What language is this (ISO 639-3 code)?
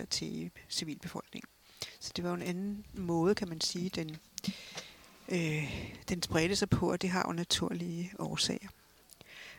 dan